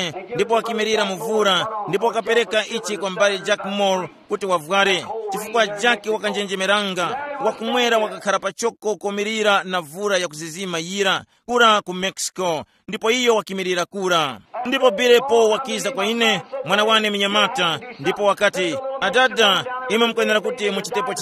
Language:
Tumbuka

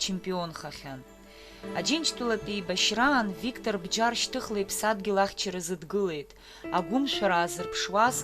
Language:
Abkhazian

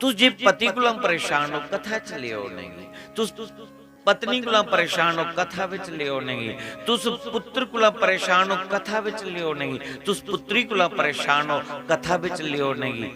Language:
Dogri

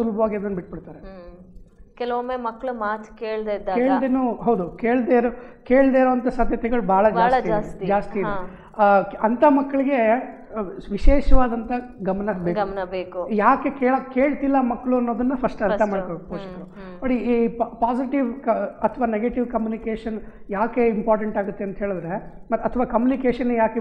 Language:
Kannada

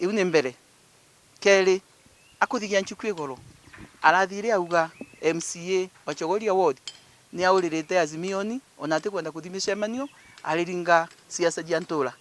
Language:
Meru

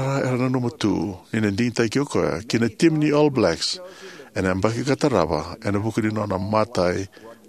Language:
Fijian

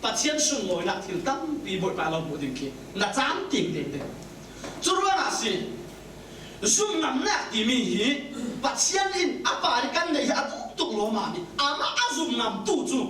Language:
Falam Chin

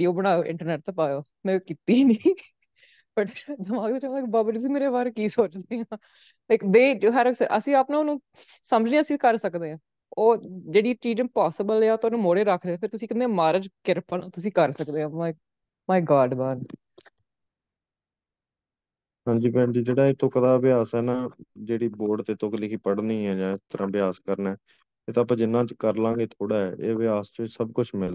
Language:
Punjabi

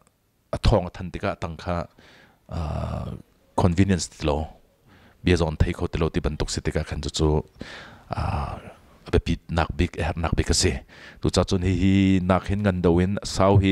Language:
Hakha Chin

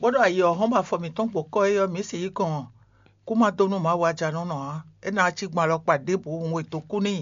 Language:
Fon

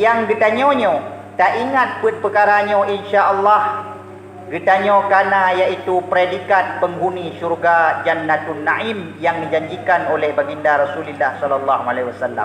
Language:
Achinese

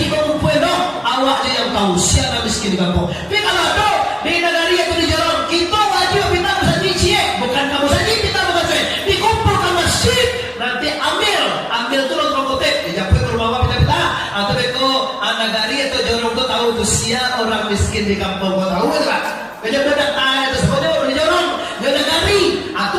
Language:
Minangkabau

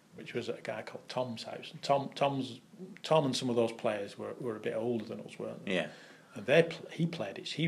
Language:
English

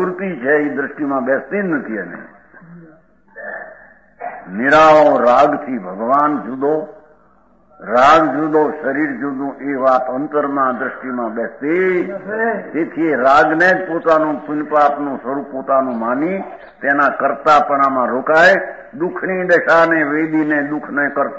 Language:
Gujarati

